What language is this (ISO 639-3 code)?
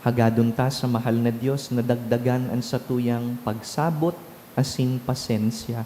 bik